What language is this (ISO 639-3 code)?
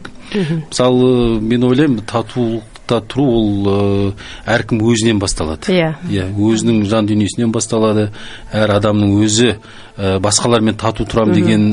kaz